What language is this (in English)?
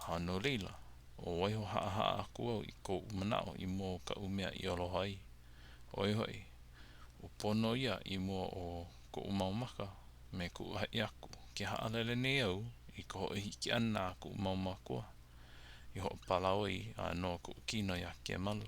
Hawaiian